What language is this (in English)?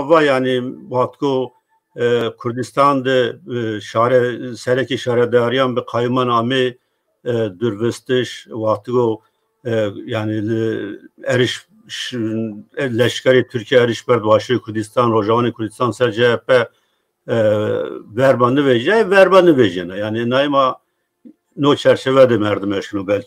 Zaza